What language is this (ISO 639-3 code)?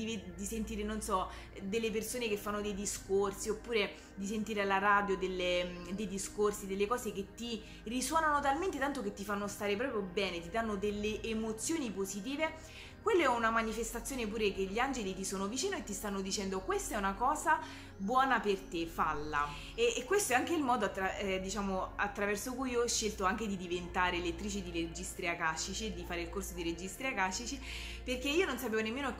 ita